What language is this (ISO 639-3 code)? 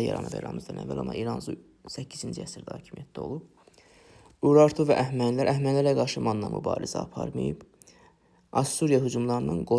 aze